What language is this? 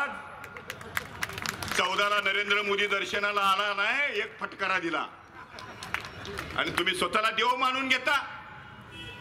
Marathi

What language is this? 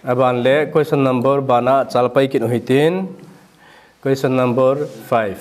Thado Chin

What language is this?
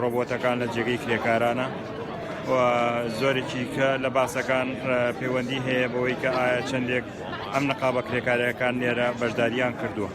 Central Kurdish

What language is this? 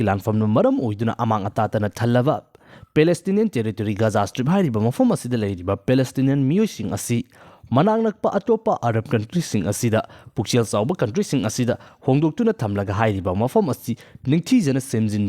Manipuri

